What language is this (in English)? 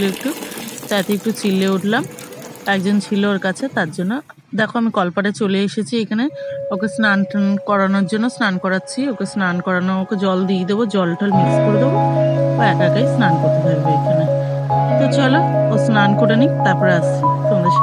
Bangla